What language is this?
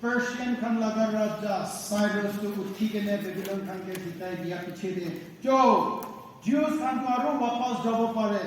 Naga Pidgin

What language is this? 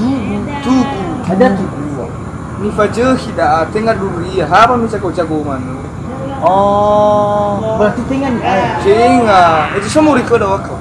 Nias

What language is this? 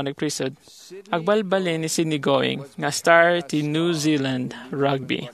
Iloko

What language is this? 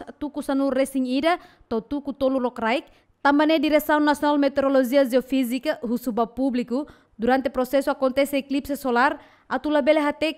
Tetum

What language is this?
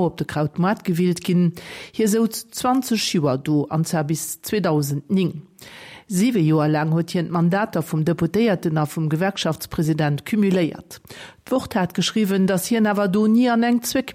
Luxembourgish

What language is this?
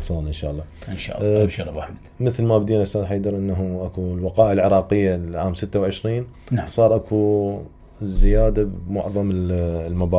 Mesopotamian Arabic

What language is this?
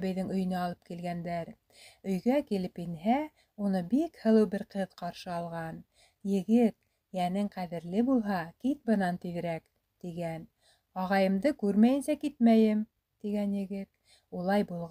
Bashkir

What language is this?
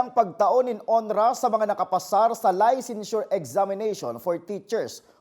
Bikol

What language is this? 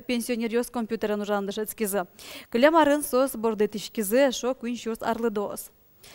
Udmurt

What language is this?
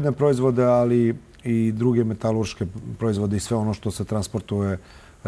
Serbian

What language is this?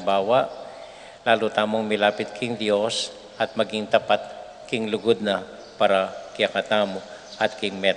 Pampanga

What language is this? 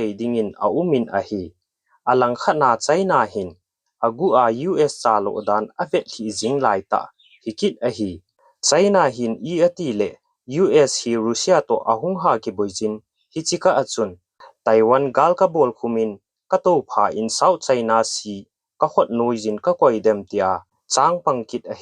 Thado Chin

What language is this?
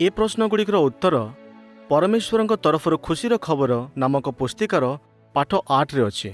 Odia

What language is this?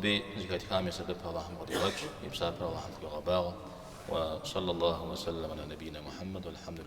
Kabardian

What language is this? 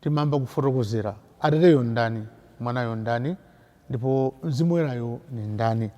Nyanja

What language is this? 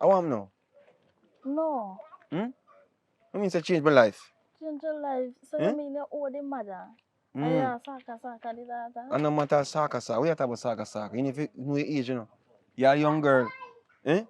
Jamaican Creole English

